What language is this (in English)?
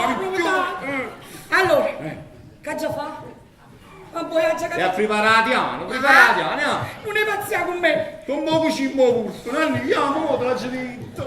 Neapolitan